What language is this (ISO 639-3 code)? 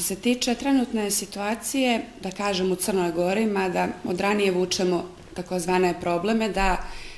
bos